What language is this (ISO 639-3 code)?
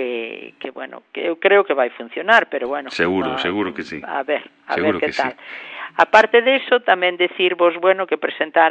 glg